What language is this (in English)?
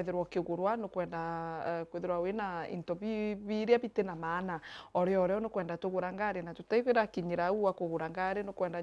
Meru